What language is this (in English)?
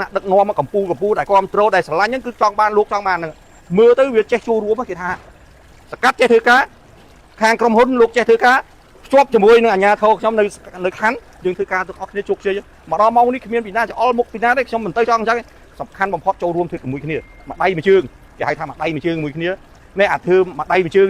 Khmer